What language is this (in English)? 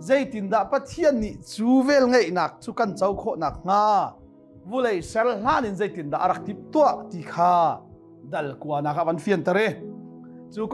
Hakha Chin